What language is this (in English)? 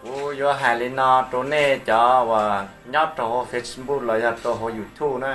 Hmong